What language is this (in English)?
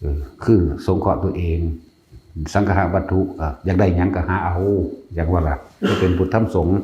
Northeastern Thai